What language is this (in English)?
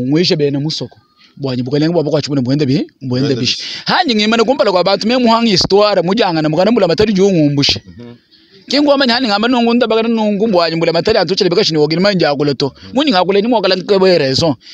Luba-Lulua